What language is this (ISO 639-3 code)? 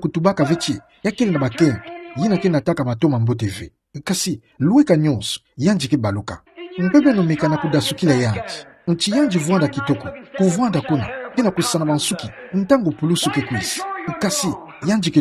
ktu